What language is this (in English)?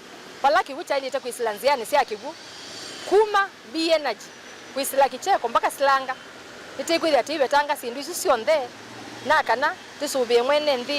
Kamba